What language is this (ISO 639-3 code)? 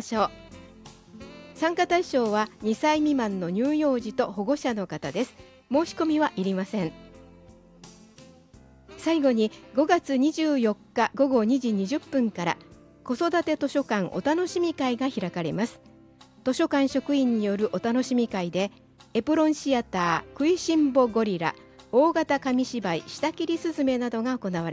jpn